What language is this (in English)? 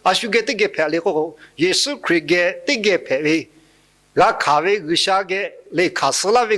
Lahu